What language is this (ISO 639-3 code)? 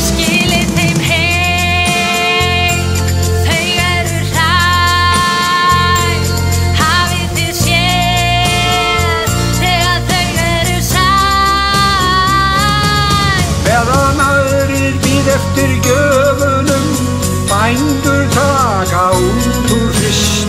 isl